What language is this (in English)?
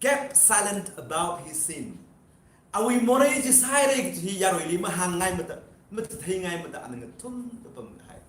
Tangkhul Naga (India)